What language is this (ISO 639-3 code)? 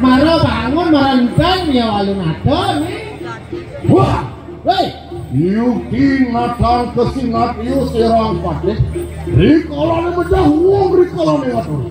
ban